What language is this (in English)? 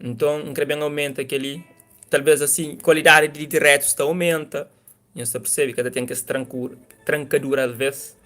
Kabuverdianu